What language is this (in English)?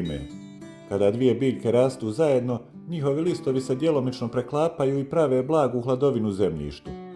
Bosnian